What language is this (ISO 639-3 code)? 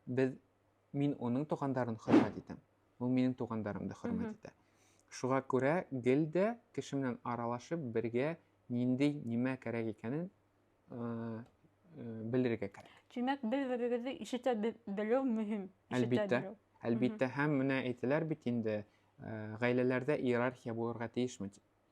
bak